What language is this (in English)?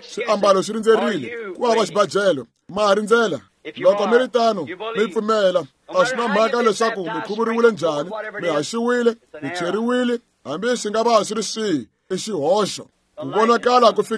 Tsonga